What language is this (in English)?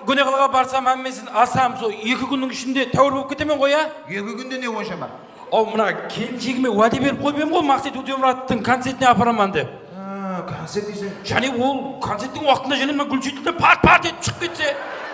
Kara-Kalpak